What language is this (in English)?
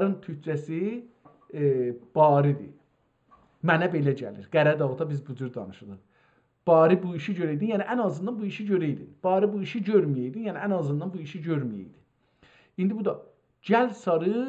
South Azerbaijani